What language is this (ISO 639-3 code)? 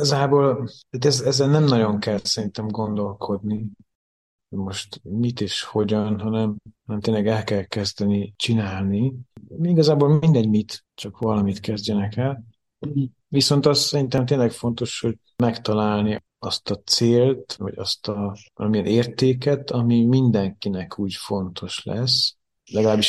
hun